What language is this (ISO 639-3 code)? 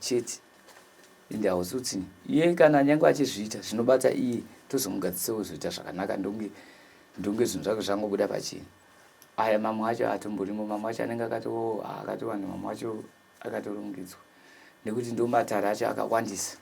sna